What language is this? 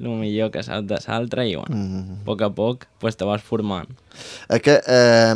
Catalan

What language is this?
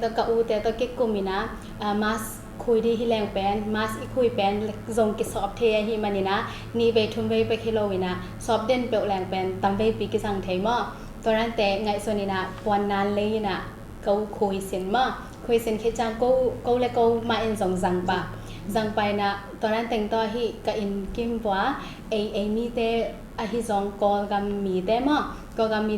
Tedim Chin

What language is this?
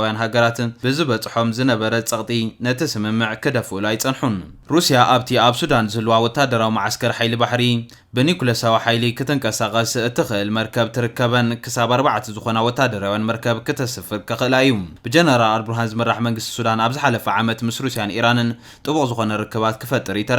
Tigrinya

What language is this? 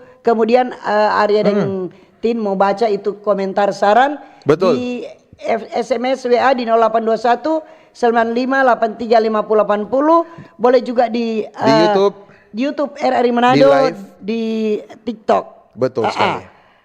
Manado Malay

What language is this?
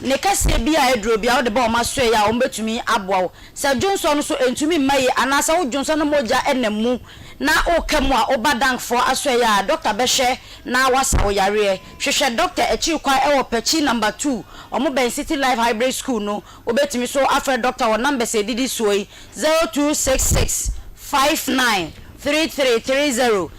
Akan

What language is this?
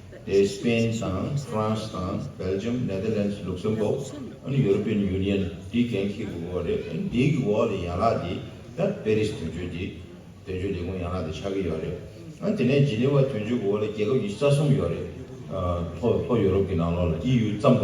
Tibetan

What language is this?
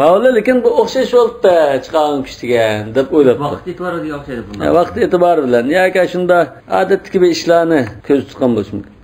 Uyghur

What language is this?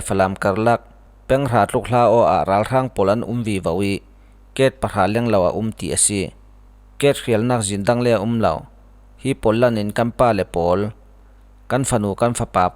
Falam Chin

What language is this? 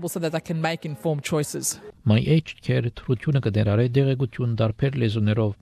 Armenian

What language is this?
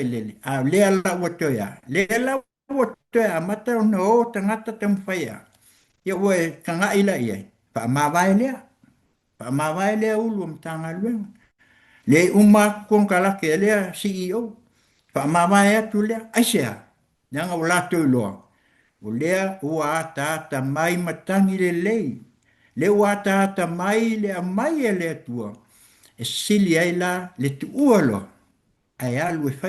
Samoan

